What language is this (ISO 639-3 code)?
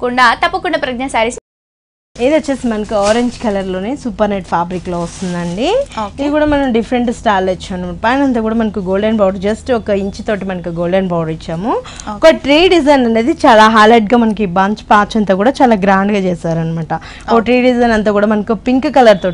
tel